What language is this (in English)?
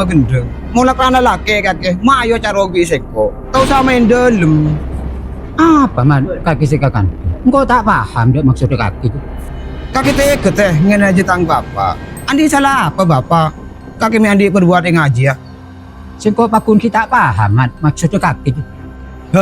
Madurese